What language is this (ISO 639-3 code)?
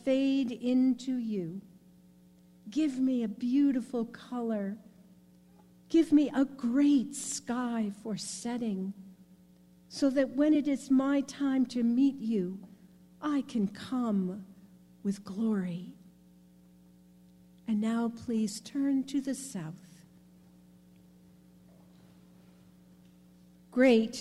eng